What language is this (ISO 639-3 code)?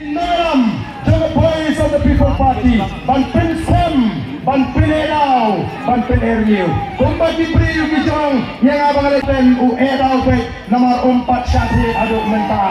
kha